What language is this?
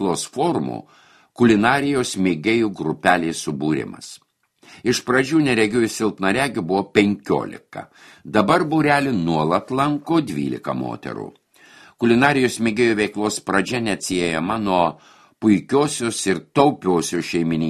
Lithuanian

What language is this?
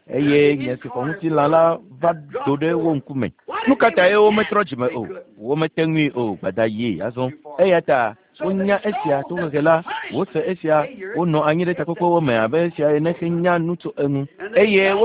Ewe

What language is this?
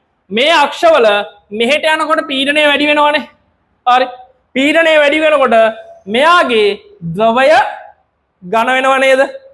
Sinhala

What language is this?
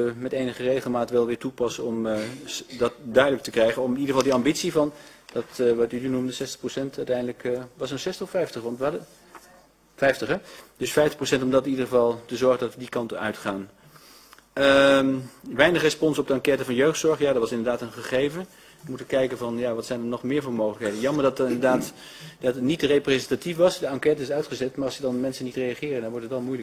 Dutch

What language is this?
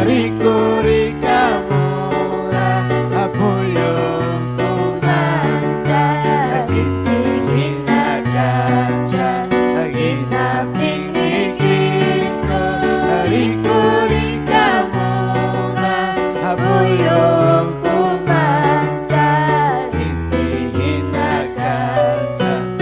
Ayacucho Quechua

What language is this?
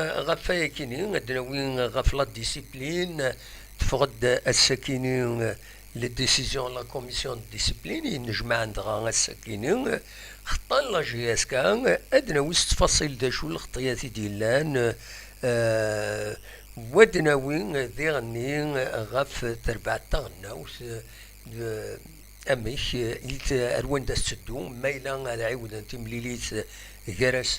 Kabyle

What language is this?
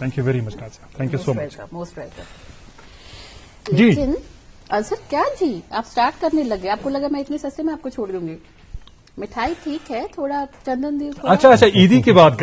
Urdu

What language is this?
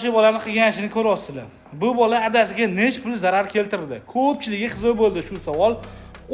Uzbek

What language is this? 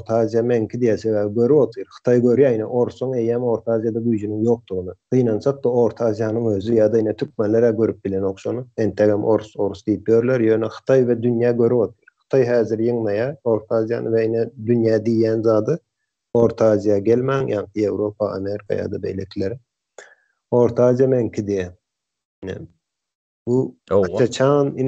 Turkmen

